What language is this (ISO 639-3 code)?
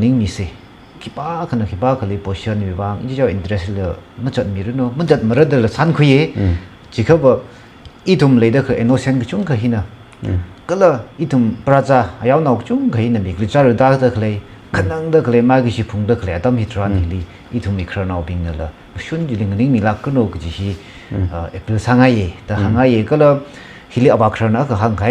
nmf